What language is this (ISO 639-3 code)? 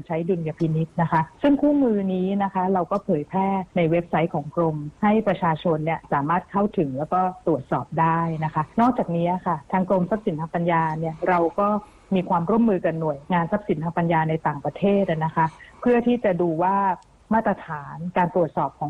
tha